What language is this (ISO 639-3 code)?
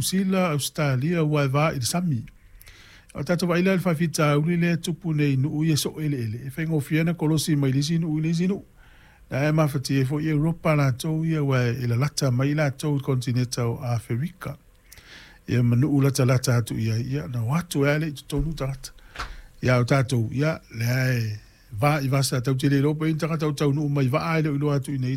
smo